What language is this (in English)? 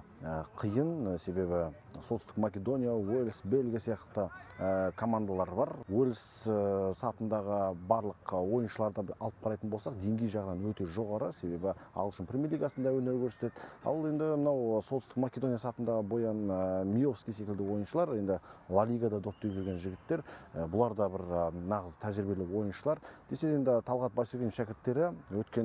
Kazakh